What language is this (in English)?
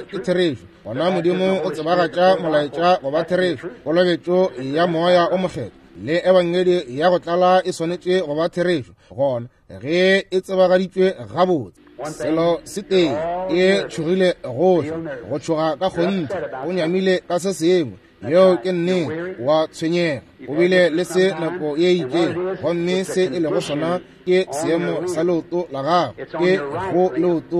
Northern Sotho